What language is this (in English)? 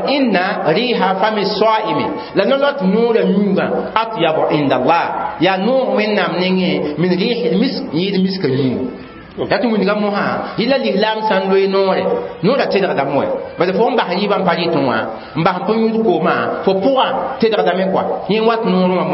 Mossi